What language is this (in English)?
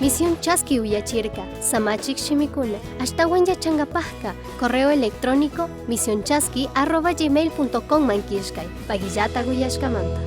Chimborazo Highland Quichua